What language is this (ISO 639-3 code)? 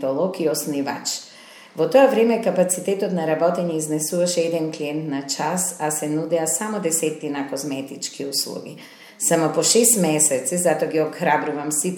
mkd